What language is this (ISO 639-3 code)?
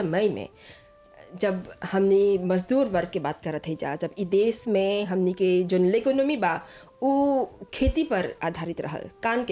bho